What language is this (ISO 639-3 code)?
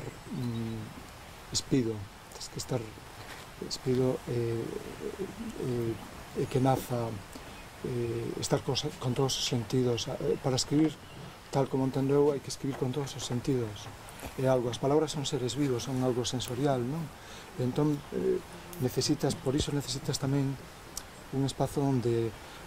glg